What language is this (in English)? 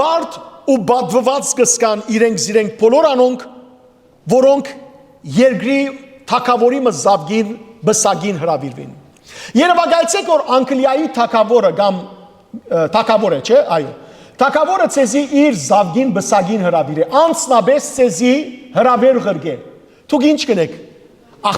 Western Armenian